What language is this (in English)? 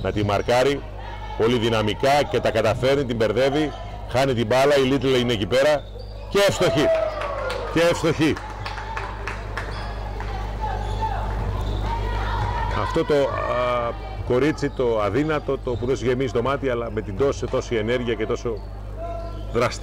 Greek